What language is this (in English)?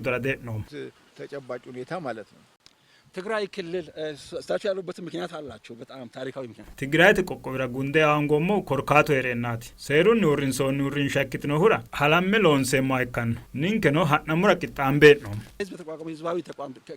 Sidamo